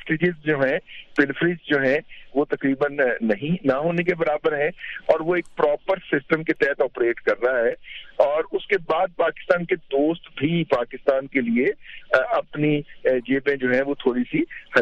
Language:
Urdu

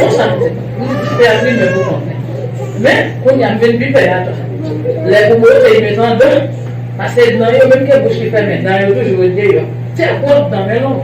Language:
Haitian Creole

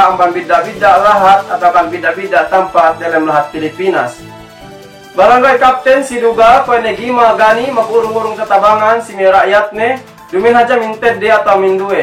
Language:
Yakan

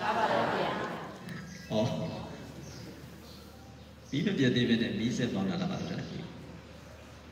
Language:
Burmese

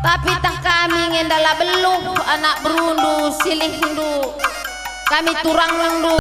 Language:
Batak Karo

